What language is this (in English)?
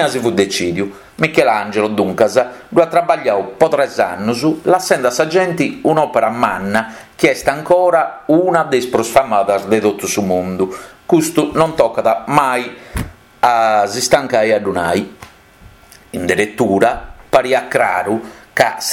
Sardinian